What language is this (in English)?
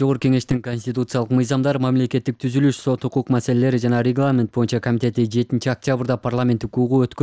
Kyrgyz